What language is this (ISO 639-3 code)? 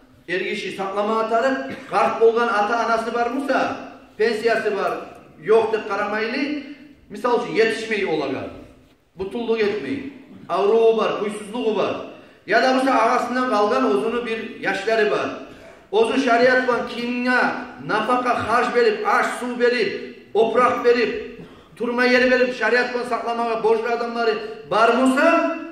kum